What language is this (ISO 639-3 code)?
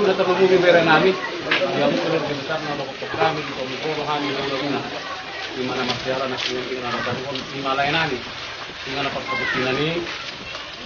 bbc